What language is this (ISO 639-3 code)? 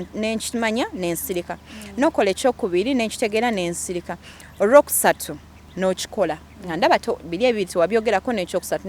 lug